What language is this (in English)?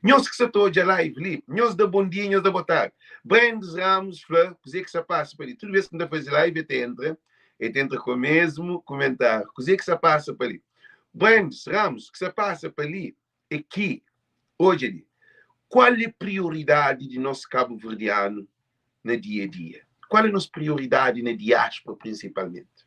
Kabuverdianu